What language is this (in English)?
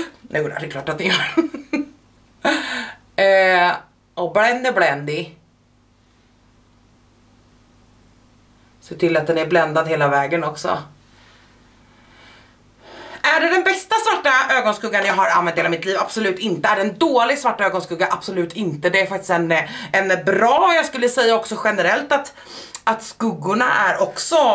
Swedish